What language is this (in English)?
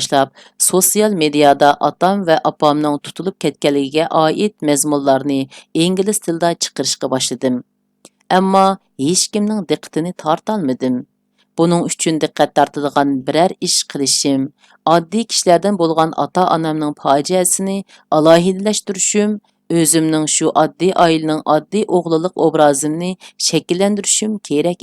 Uyghur